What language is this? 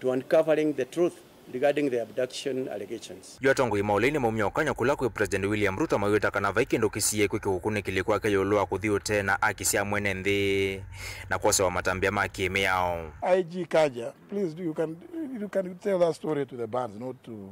Kamba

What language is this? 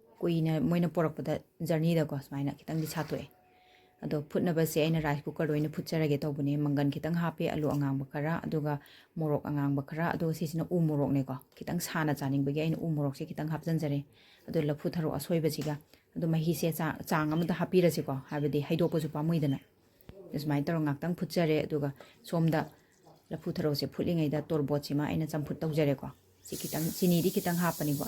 Manipuri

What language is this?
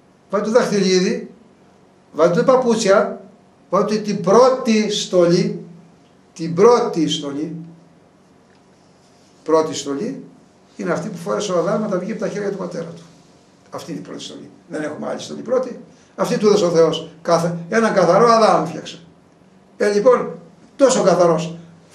Greek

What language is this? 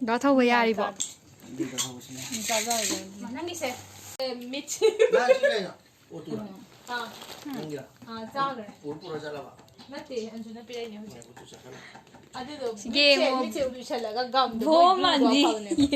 Manipuri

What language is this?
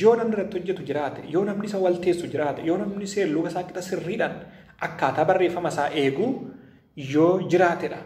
Oromo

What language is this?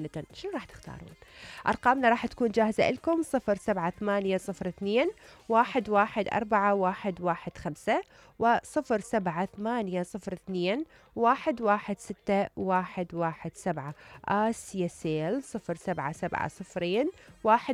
Mesopotamian Arabic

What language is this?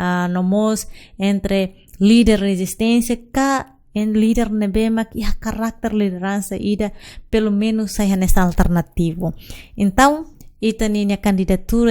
Tetum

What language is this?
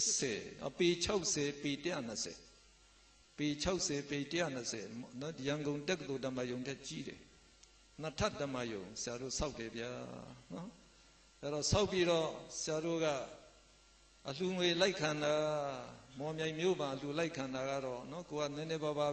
Burmese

